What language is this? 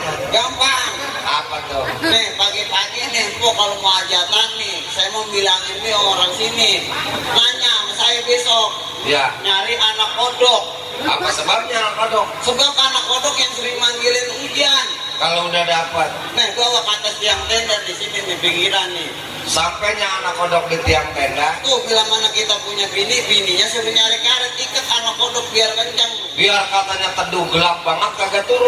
Betawi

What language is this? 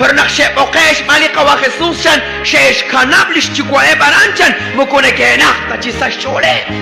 Kekchí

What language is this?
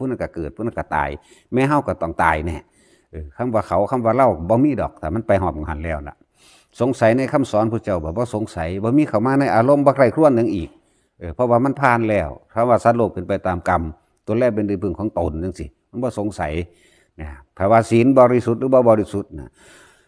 Northeastern Thai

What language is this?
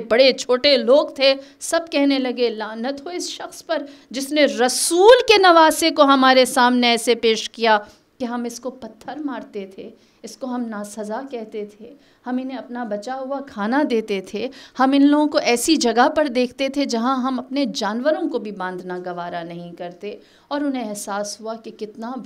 Urdu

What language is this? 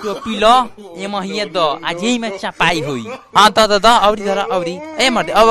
Bhojpuri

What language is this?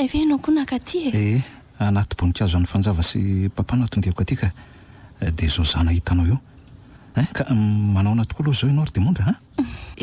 Malagasy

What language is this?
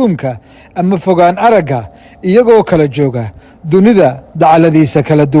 Somali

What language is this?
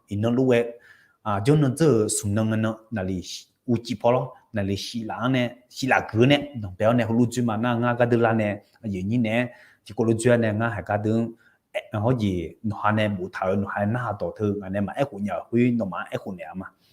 Akha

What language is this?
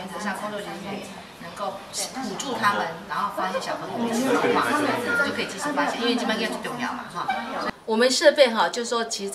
Chinese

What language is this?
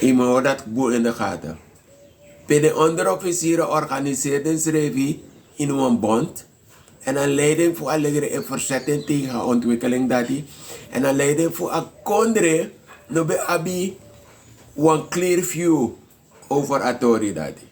Sranan Tongo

